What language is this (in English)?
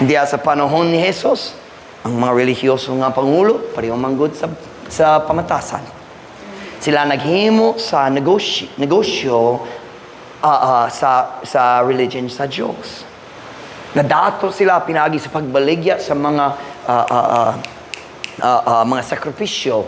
Cebuano